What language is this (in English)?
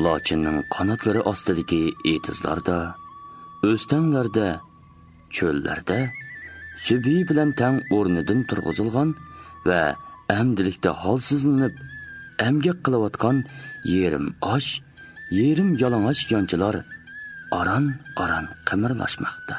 Uyghur